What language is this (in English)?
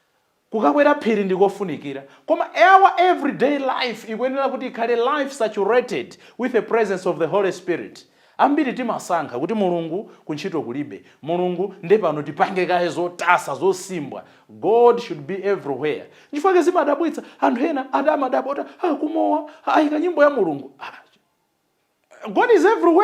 Nyanja